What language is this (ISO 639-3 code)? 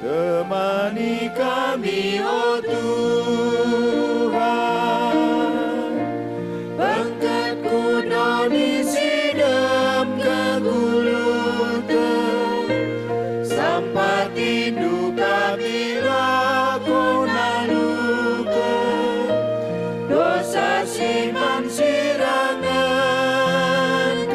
btx